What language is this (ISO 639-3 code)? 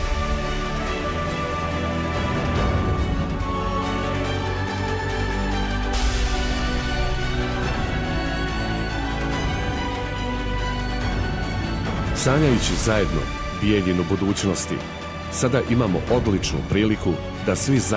srp